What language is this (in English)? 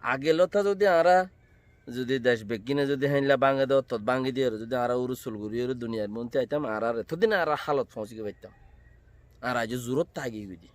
Rohingya